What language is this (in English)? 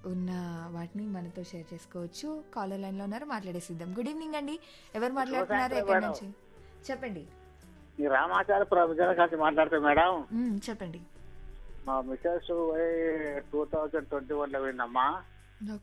Telugu